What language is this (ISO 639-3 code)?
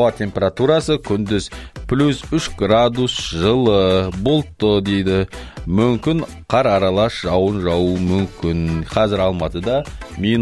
kaz